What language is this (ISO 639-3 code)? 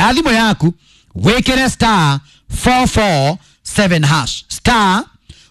kik